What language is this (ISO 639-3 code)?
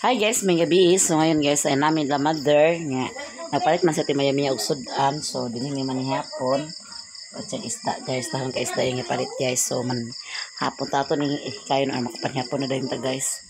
ceb